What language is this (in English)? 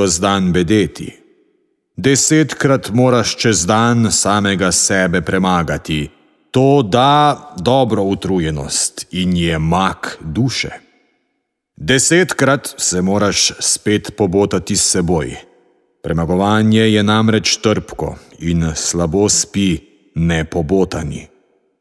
Slovenian